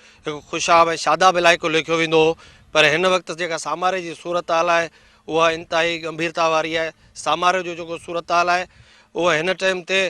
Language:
Sindhi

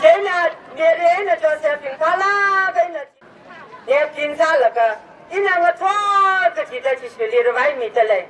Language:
Tangkhul Naga (India)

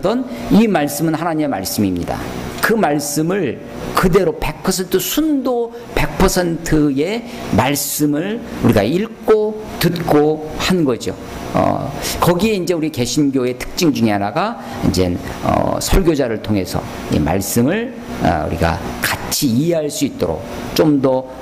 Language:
Korean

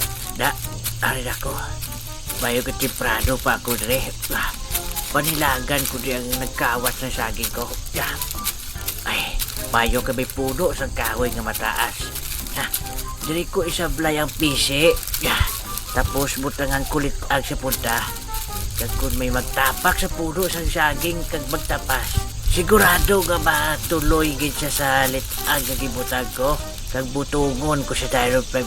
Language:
Hiligaynon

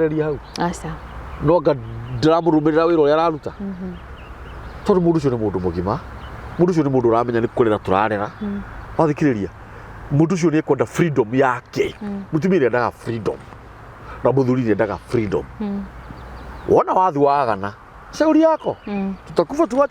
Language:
Kikuyu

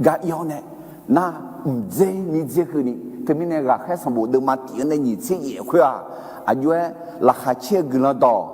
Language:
Akha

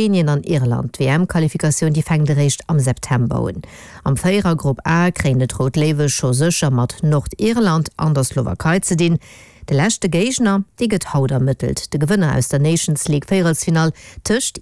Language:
Luxembourgish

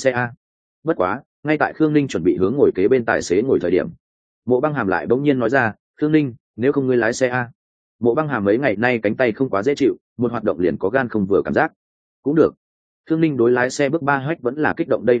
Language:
Vietnamese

